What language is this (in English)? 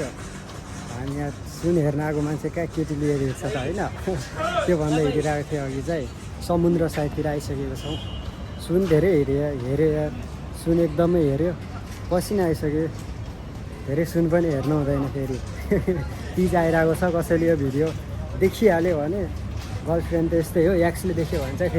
Nepali